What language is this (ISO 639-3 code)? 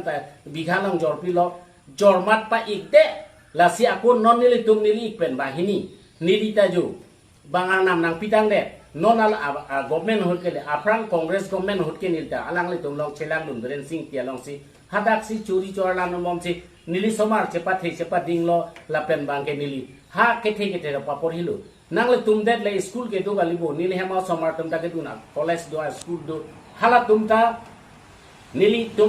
mjw